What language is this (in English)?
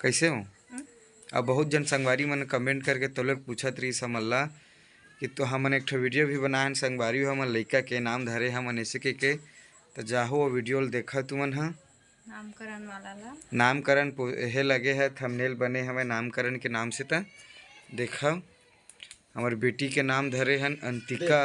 Chhattisgarhi